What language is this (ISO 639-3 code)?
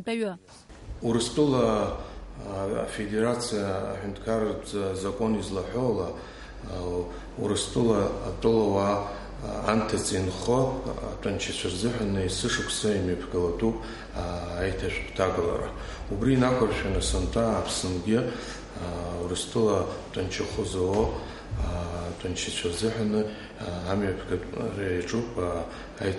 abk